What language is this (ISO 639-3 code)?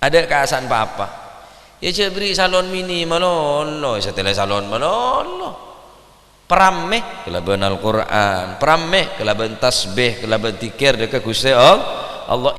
mad